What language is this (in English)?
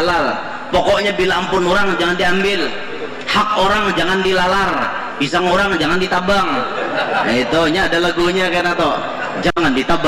Banjar